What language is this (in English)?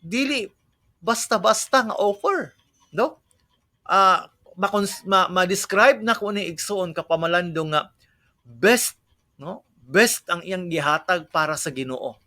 Cebuano